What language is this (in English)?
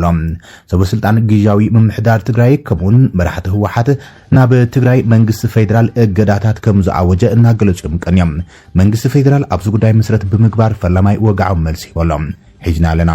Tigrinya